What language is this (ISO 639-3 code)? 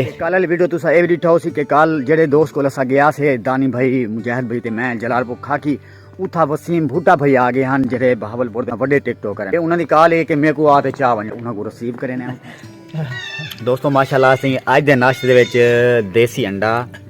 skr